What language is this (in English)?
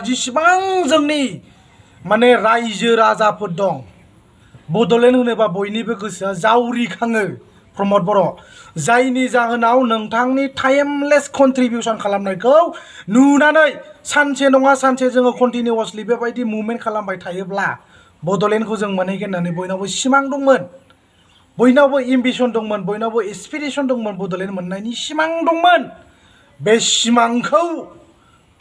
Bodo